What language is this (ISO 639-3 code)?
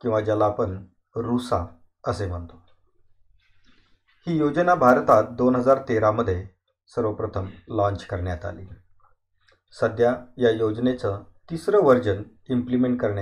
mar